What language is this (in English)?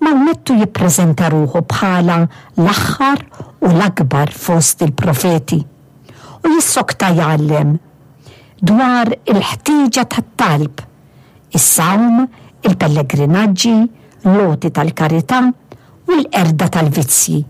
Maltese